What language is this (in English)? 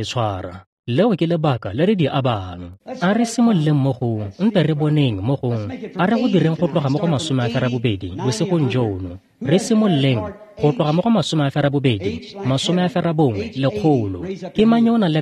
Tswana